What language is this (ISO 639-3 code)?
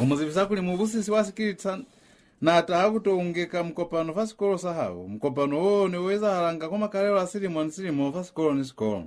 loz